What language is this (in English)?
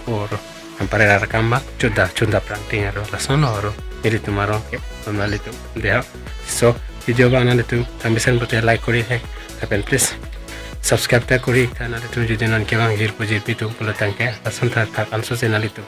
Karbi